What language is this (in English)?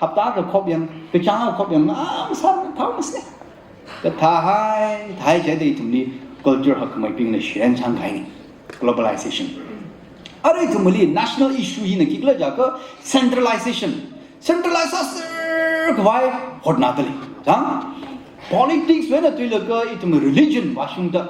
Tangkhul Naga (India)